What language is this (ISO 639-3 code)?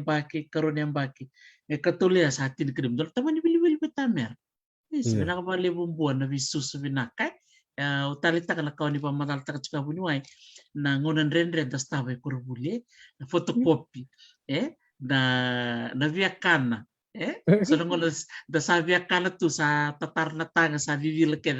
fij